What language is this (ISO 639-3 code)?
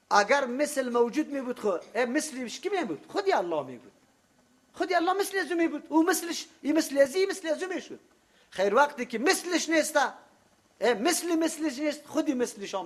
fas